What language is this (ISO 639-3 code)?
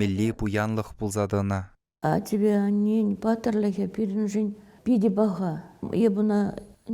chv